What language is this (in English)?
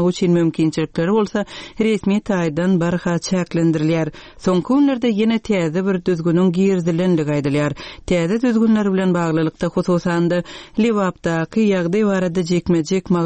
Turkmen